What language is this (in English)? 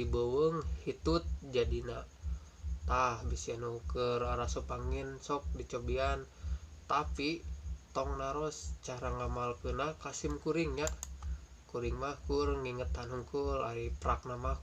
Sundanese